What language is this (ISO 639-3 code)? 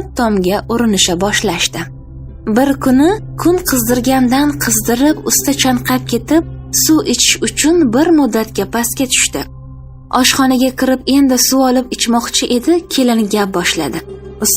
uzb